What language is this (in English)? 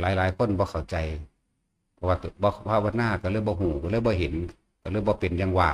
Northeastern Thai